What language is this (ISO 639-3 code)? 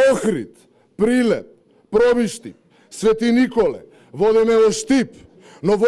mkd